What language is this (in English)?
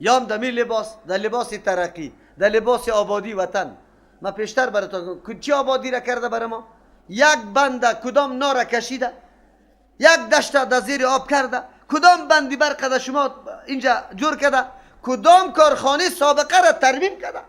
Persian